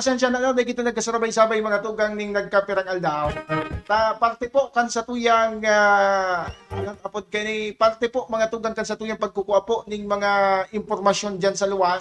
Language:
Bikol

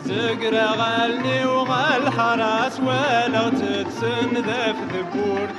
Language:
Kabyle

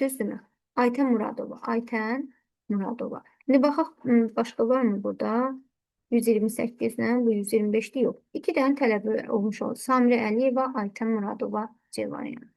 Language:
Azerbaijani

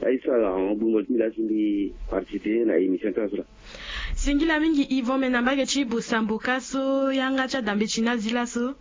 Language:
Sango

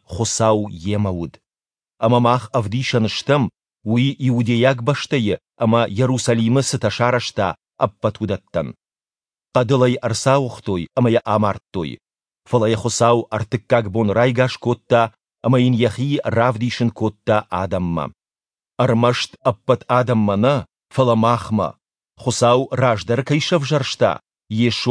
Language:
Ossetic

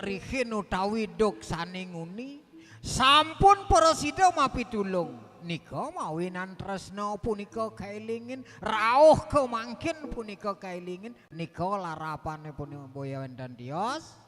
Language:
Balinese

